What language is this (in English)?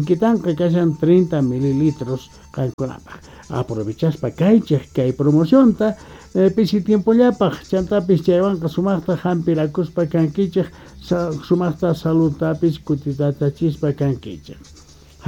Quechua